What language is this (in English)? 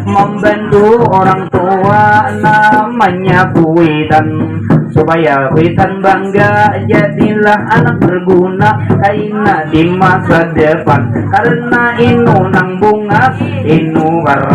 Banjar